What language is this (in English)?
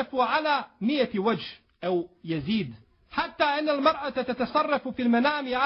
Bosnian